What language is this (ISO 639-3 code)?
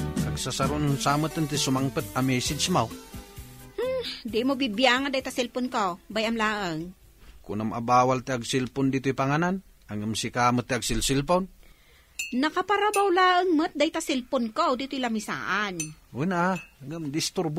ilo